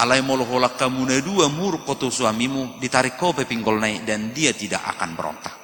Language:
Batak Toba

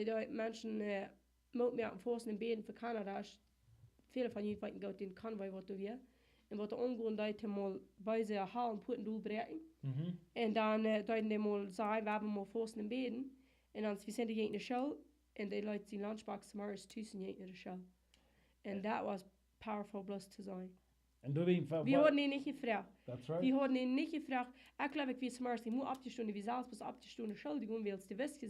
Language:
Plautdietsch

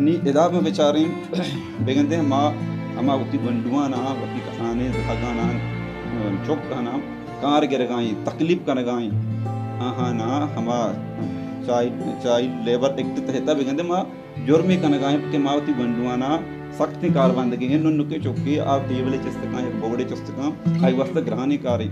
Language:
Baluchi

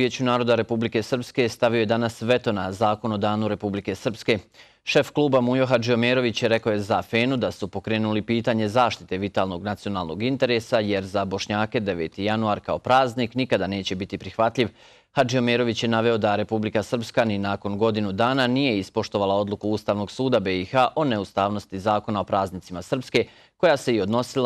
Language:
Bosnian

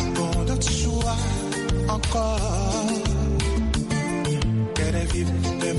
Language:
French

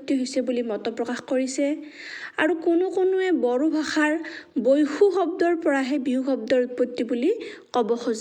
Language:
Assamese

